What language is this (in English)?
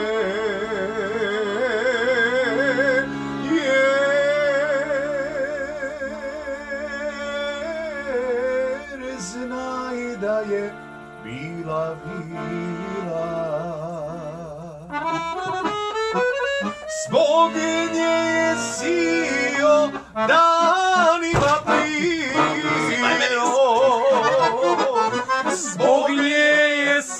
Croatian